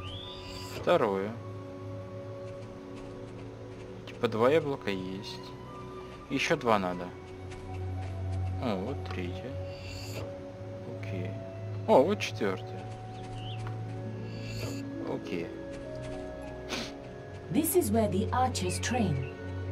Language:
Russian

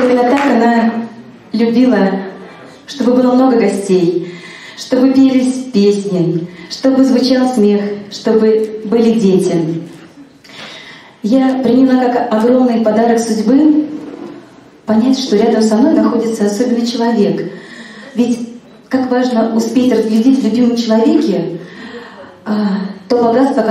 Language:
Russian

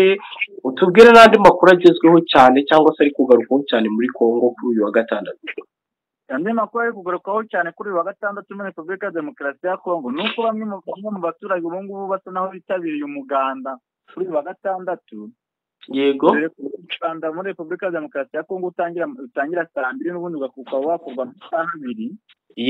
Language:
Kinyarwanda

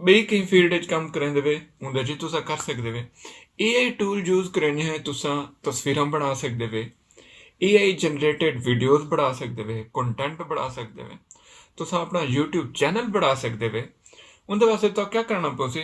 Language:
Saraiki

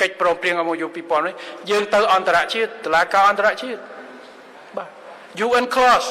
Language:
Khmer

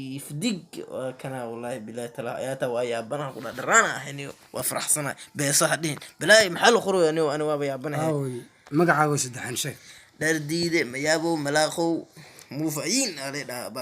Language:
Somali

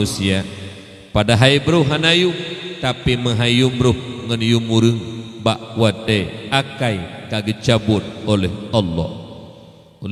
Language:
Achinese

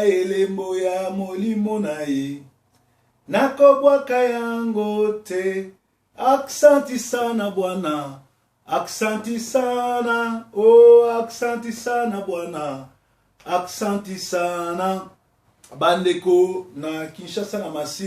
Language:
Lingala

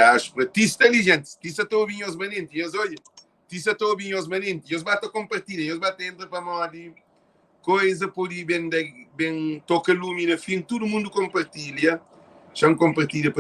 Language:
Kabuverdianu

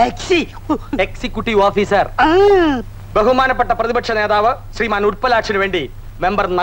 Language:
Malayalam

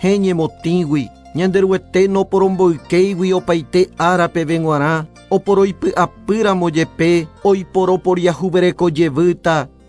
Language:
Guarani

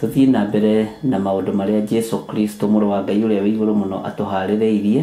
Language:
Kikuyu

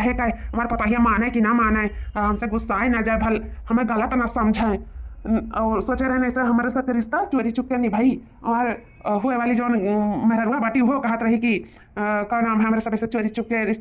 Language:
Awadhi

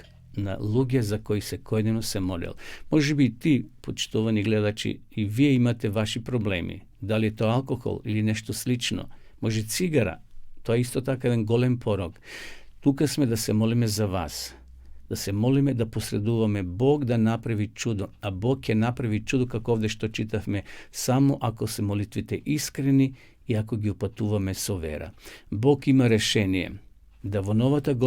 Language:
Macedonian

